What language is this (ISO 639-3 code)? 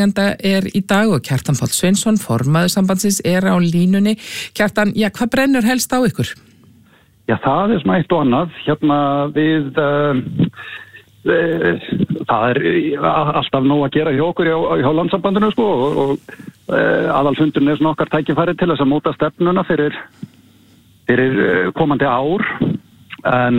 isl